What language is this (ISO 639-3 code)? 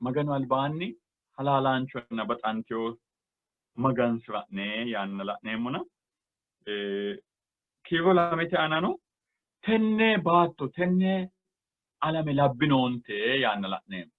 sid